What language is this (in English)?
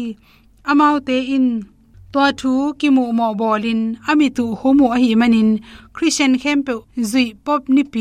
Tedim Chin